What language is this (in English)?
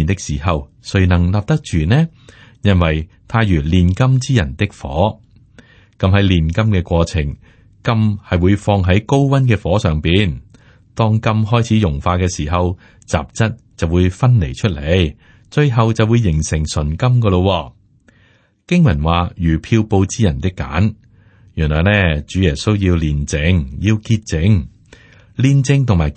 Cantonese